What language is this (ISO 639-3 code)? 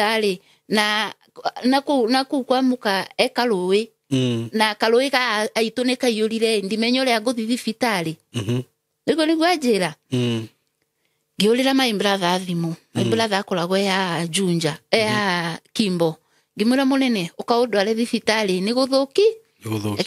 kik